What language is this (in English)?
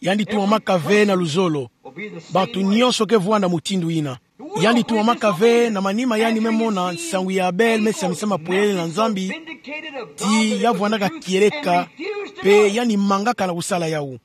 Kituba (Democratic Republic of Congo)